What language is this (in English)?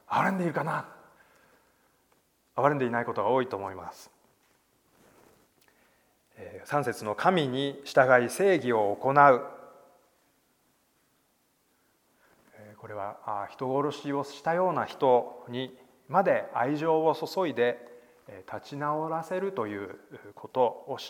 Japanese